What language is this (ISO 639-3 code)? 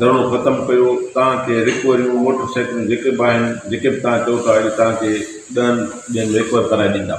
snd